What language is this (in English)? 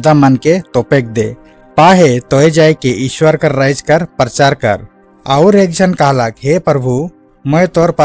Sadri